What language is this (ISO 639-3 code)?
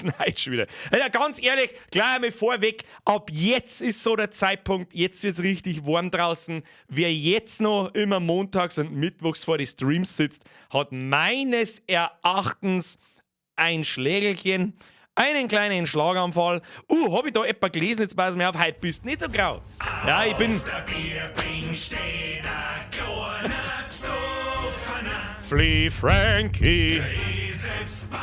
bar